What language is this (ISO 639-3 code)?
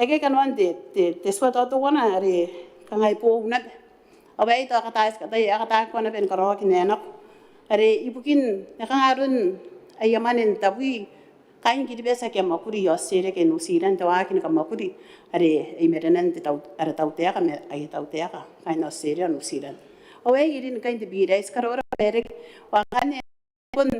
gil